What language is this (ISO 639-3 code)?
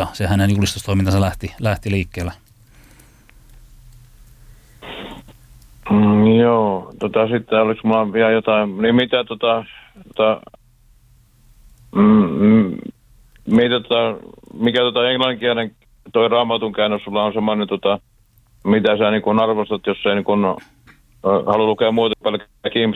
fin